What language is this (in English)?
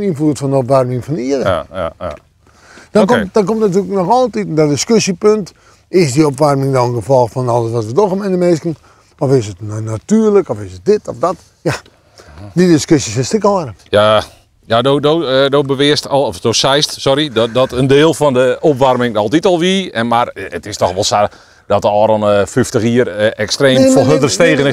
Western Frisian